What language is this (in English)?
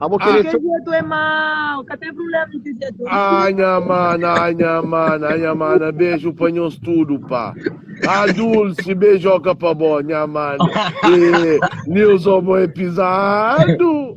Kabuverdianu